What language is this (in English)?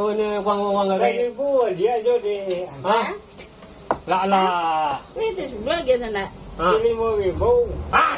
Minangkabau